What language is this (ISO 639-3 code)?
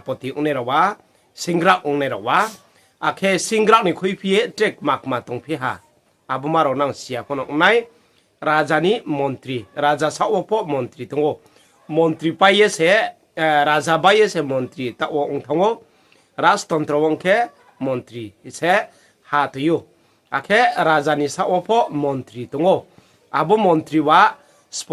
ria